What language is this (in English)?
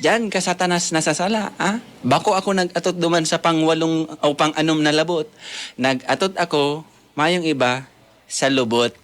Bikol